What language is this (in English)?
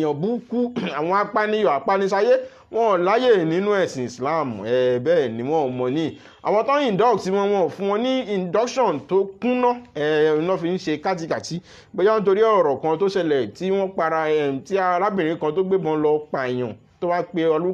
Yoruba